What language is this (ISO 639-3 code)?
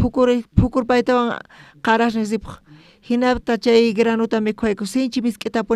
quh